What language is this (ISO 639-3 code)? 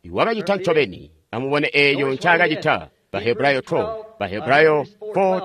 toi